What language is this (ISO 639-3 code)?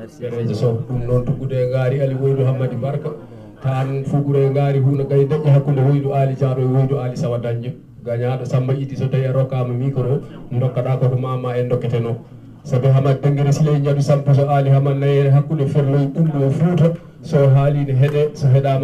ful